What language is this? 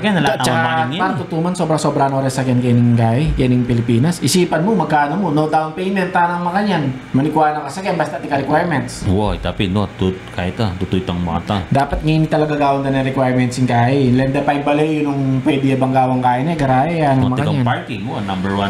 Pampanga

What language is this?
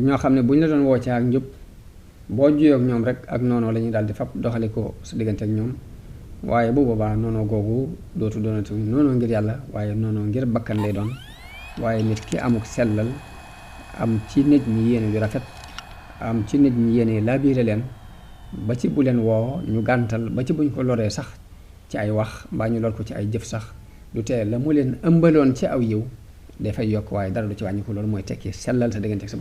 Wolof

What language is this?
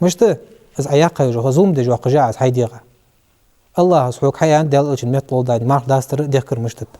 Ingush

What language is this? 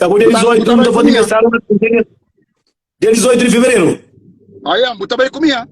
Kabuverdianu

